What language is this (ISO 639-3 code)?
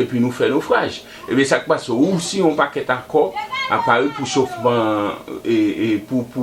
hat